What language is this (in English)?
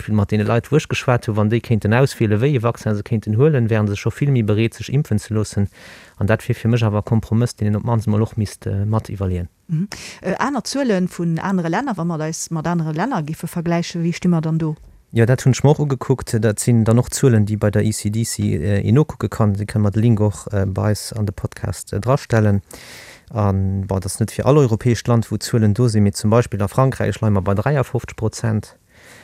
Luxembourgish